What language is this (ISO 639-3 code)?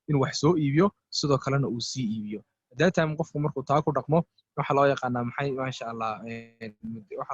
som